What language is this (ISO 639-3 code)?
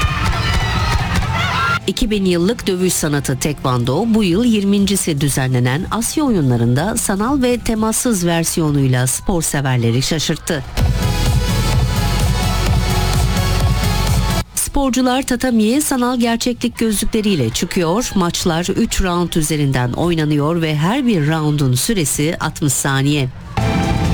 tur